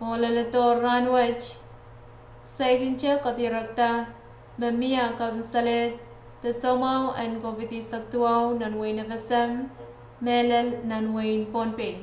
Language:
Pohnpeian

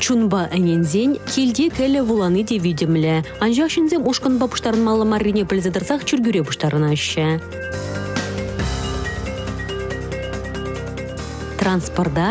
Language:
Chuvash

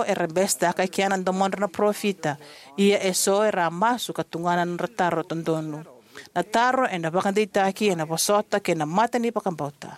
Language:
Fijian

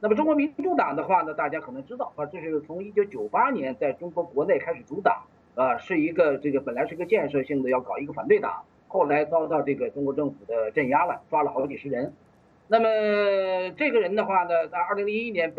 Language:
Chinese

